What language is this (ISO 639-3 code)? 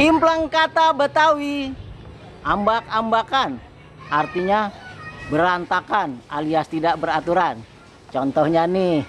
bew